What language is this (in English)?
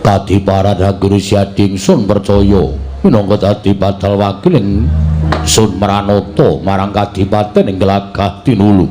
Javanese